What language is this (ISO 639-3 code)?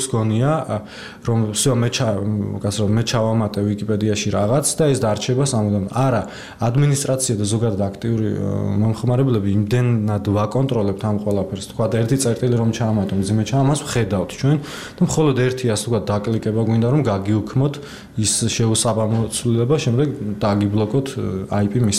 kat